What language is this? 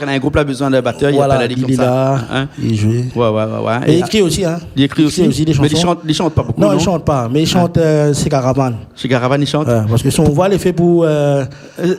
Réunion Creole French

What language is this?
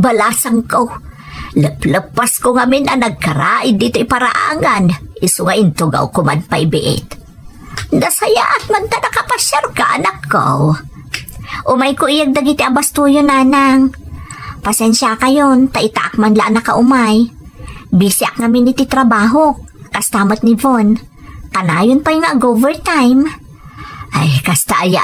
Iloko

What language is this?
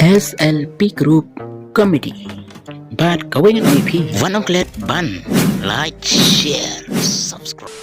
Khasi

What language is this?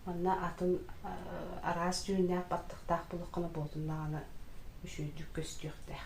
Yakut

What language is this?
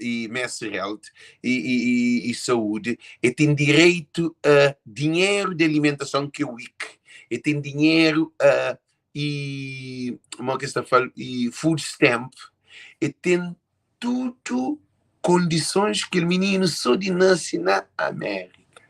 Kabuverdianu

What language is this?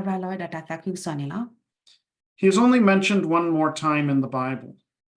S'gaw Karen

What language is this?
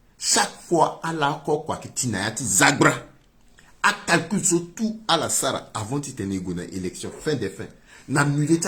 Sango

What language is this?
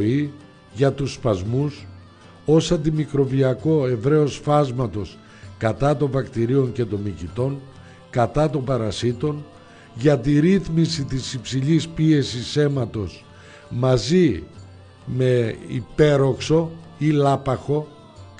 Greek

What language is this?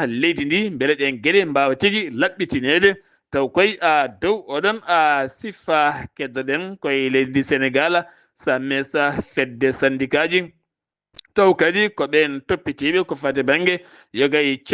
Fula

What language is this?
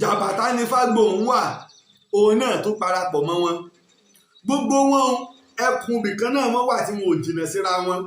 Yoruba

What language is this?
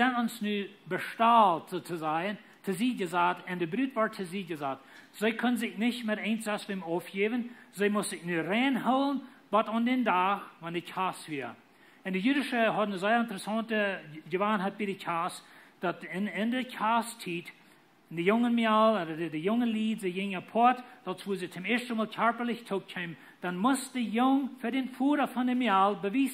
Plautdietsch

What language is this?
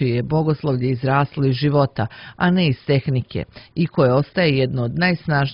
Serbian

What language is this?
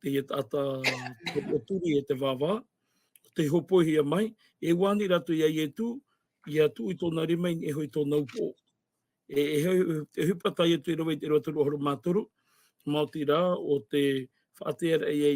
Tahitian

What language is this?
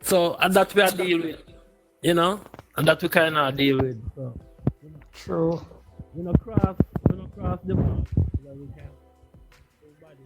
Jamaican Creole English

